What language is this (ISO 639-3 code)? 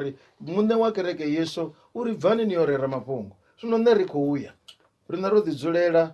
ven